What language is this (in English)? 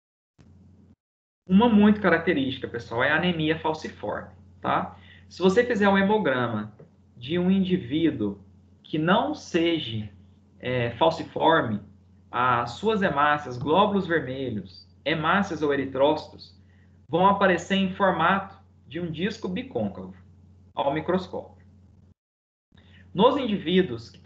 Portuguese